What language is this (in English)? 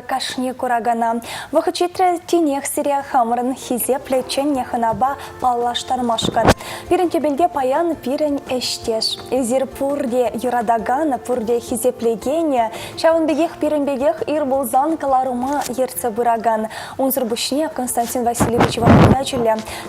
Chuvash